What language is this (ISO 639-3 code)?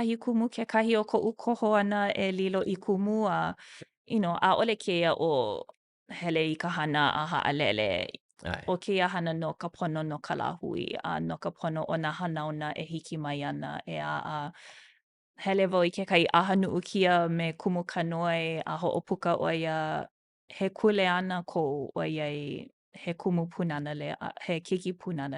haw